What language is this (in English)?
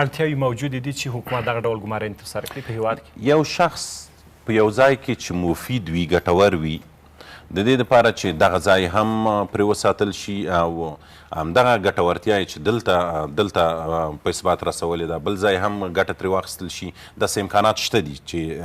Pashto